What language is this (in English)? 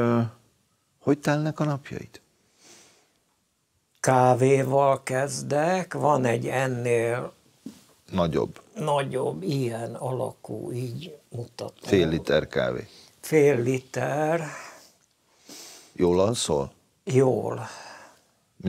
Hungarian